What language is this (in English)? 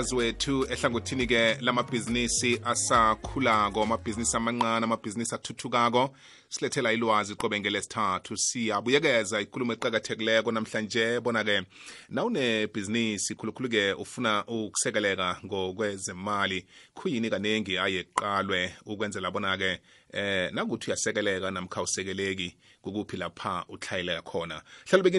South Ndebele